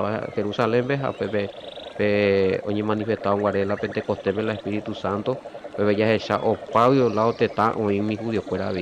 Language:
Guarani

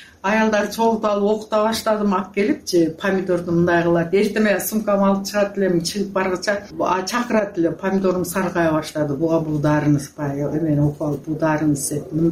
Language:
Kyrgyz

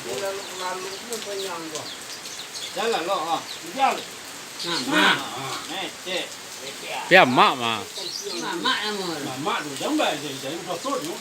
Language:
Minangkabau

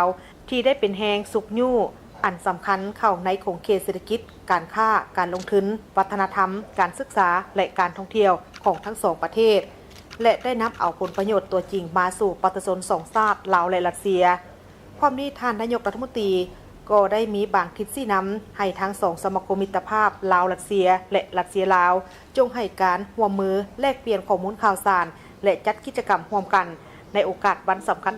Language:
Lao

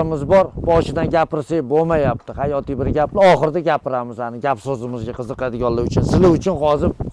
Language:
Uzbek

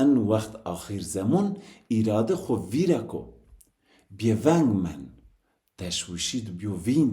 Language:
Zaza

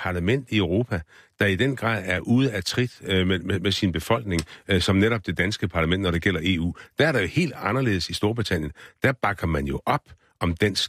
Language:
Danish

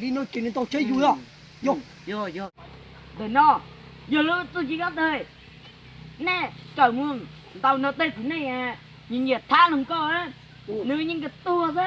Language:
Hmong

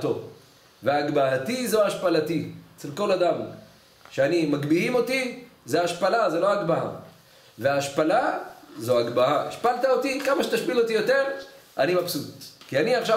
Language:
Hebrew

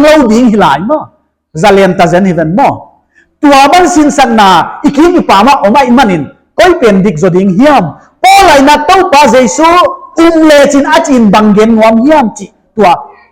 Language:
Paite Chin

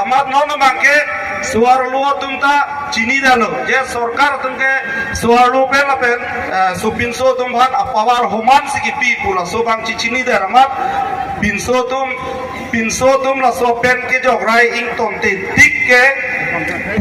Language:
Karbi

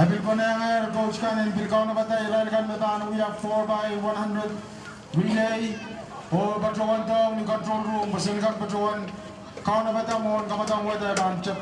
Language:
Pohnpeian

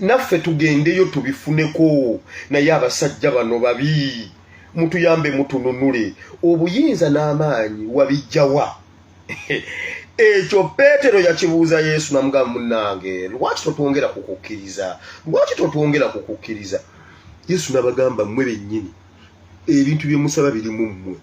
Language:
Ganda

